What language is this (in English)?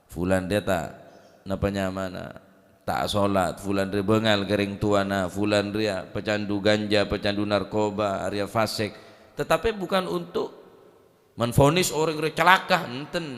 Madurese